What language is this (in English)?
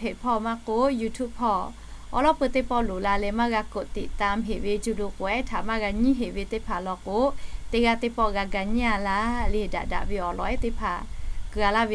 Lahu